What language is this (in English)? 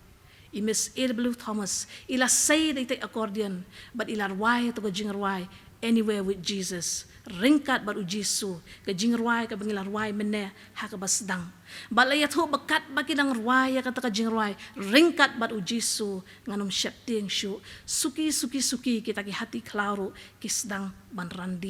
Khasi